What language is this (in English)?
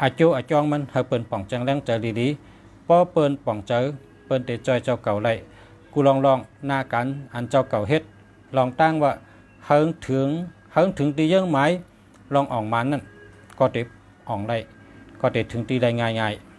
Shan